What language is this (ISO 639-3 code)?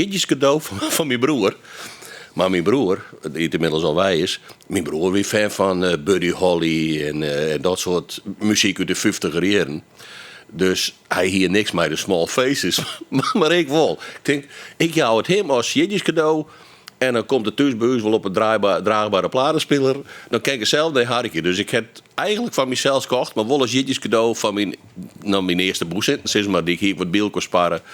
fry